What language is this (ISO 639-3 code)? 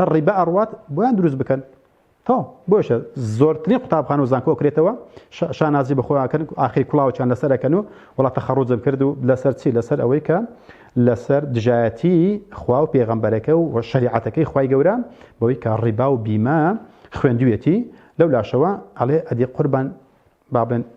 ckb